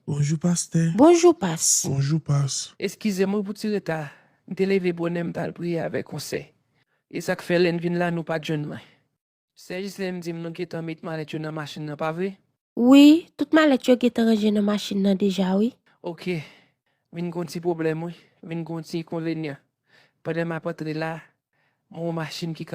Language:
Haitian Creole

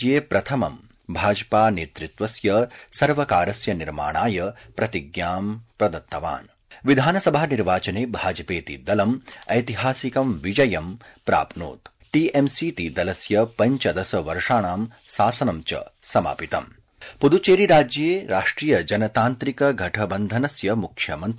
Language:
Sanskrit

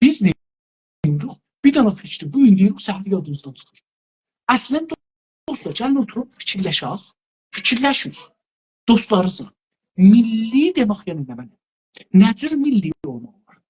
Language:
South Azerbaijani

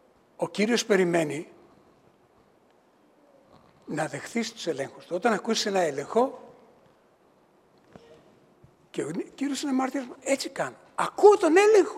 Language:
Greek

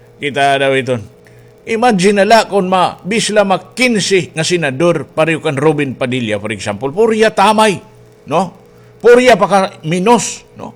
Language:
Waray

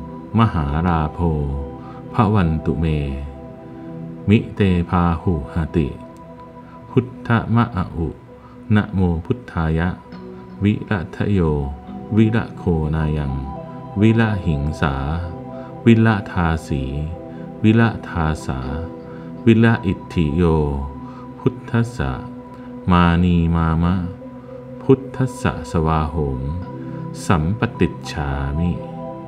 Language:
Pali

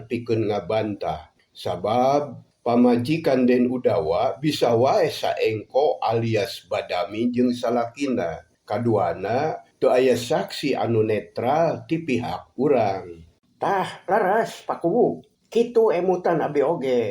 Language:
Sundanese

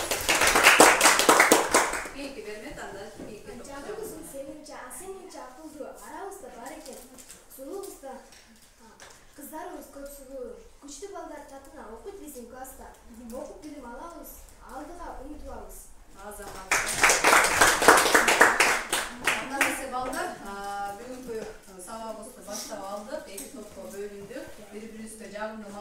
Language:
Kyrgyz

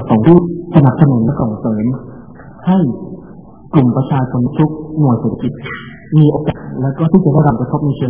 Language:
Thai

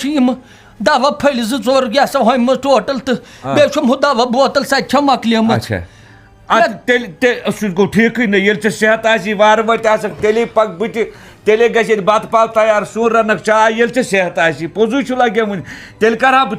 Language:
Kashmiri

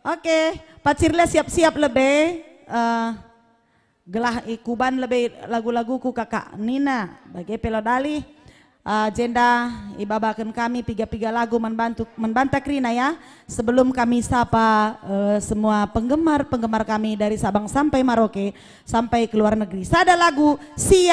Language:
Batak Karo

